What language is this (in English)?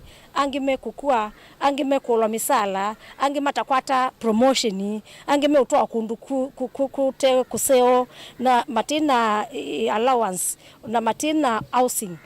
Kamba